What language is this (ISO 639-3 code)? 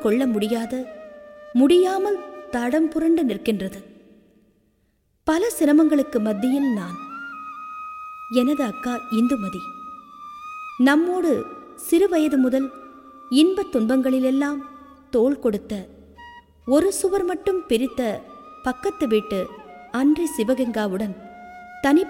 tam